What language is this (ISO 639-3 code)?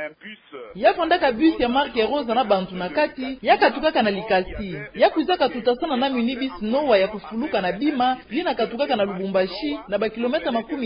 ktu